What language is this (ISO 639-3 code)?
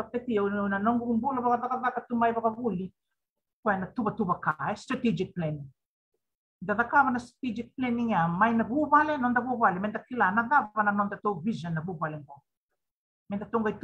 fij